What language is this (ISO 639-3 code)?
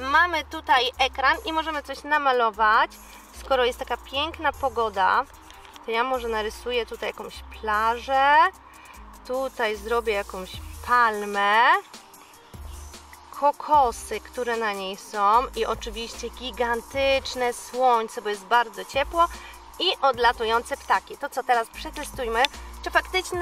pol